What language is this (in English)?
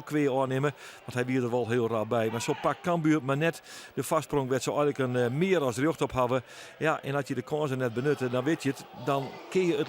Western Frisian